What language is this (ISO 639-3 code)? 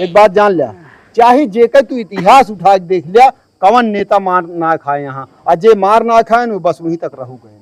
awa